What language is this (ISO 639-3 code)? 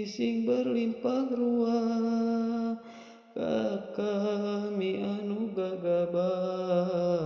sun